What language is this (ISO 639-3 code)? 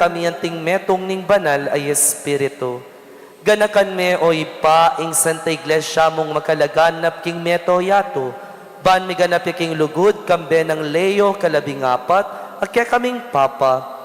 pam